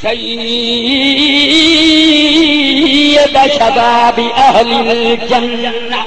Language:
Saraiki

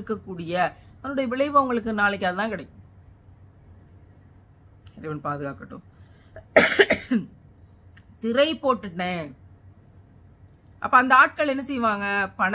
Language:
Tamil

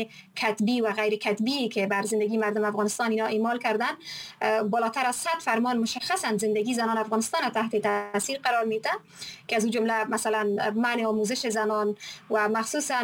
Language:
Persian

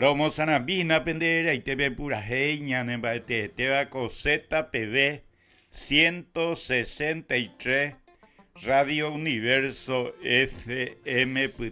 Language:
Guarani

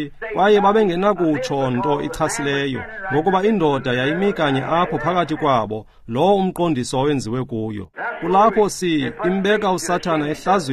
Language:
Xhosa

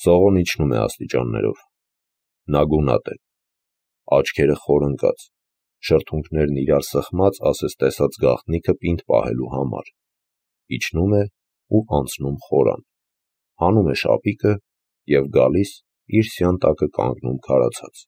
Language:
Armenian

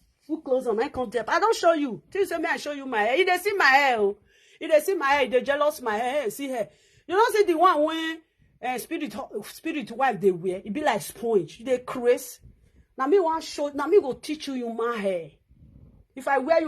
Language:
Nigerian Pidgin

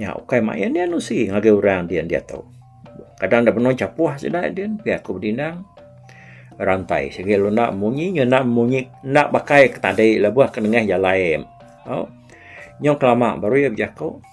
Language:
Iban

